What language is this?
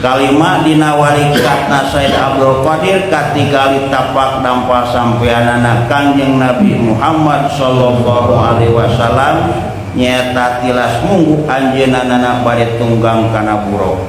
Sundanese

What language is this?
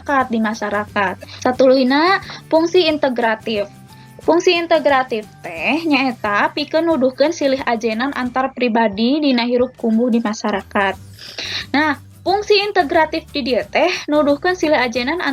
Sundanese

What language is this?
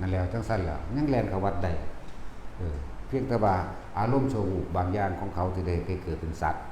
Northeastern Thai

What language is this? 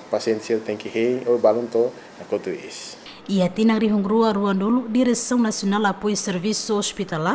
Tetum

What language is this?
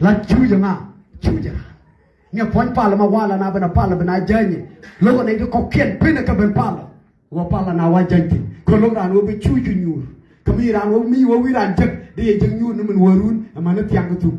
Nuer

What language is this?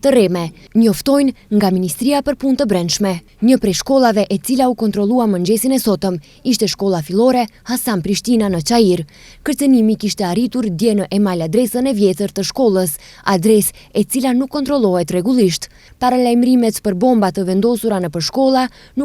Albanian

